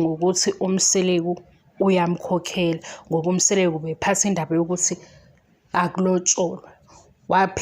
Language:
Zulu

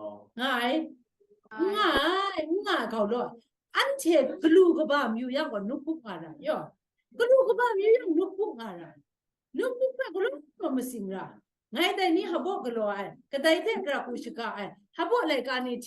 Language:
Kachin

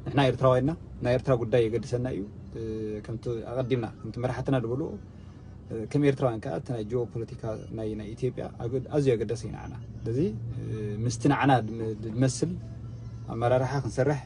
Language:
Tigrinya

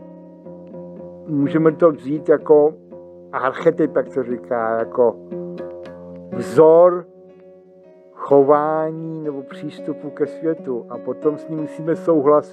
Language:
Czech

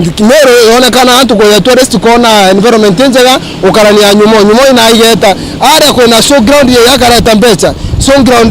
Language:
Meru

